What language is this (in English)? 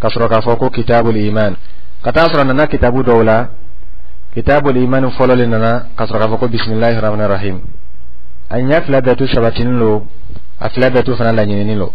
Dyula